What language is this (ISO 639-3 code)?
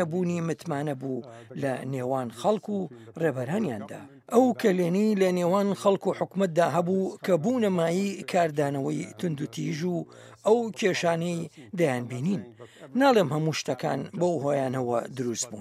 ckb